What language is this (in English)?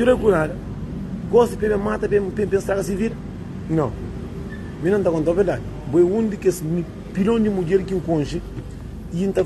Kabuverdianu